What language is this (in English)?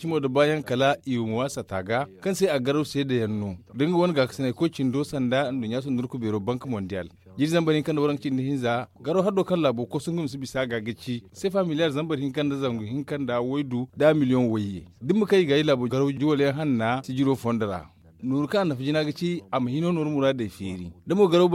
Zarma